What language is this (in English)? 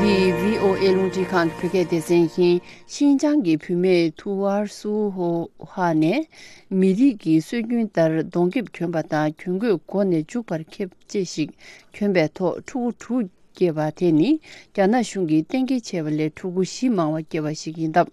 Tibetan